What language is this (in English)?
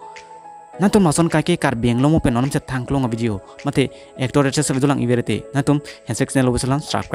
Karbi